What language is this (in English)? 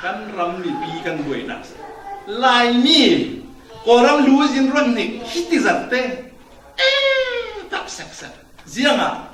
Falam Chin